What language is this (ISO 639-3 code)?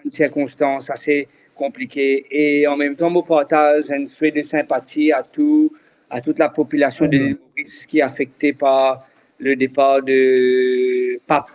mfe